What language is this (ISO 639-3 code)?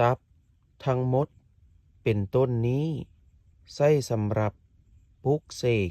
lao